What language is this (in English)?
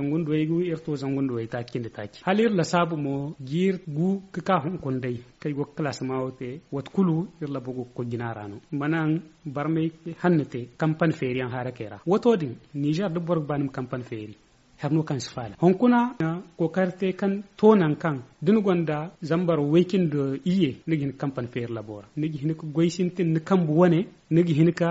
Zarma